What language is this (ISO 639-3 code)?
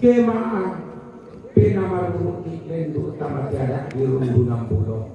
sda